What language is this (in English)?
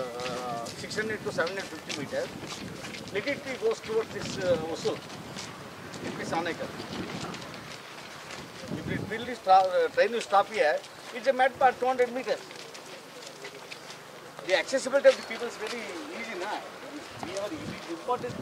Kannada